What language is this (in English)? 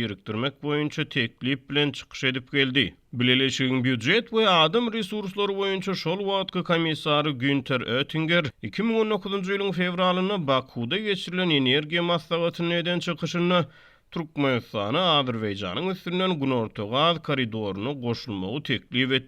Turkmen